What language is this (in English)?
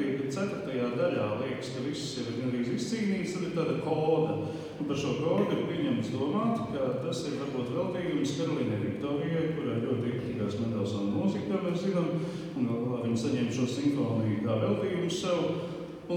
Latvian